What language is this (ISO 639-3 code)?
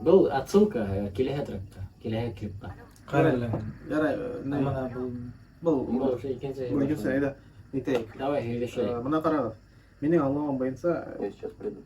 bak